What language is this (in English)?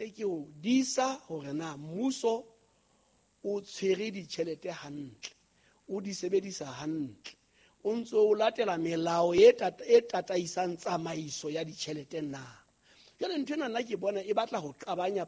Southern Sotho